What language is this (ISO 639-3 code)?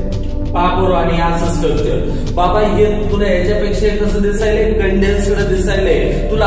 mar